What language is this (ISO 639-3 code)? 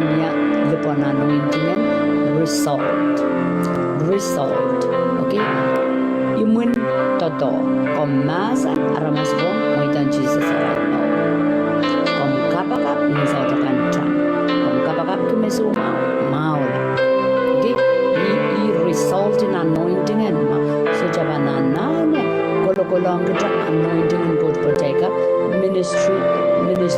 pon